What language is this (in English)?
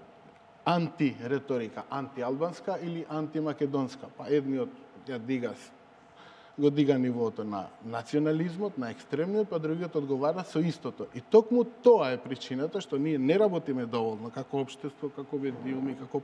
Macedonian